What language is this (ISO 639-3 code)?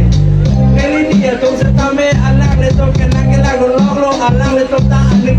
mjw